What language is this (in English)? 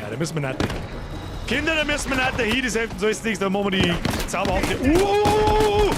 Bavarian